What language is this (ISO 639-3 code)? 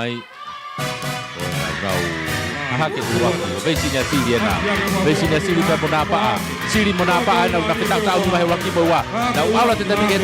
ton